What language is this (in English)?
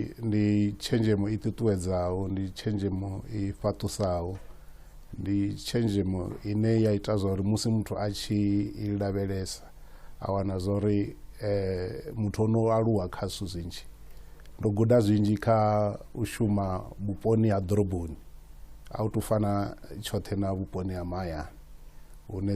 Venda